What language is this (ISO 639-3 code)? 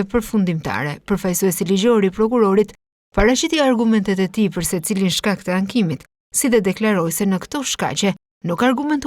sqi